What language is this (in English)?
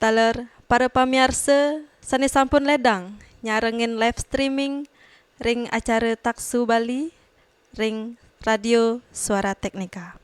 Balinese